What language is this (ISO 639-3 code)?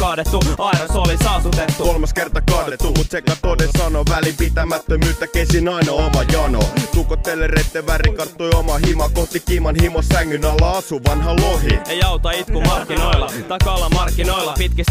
fin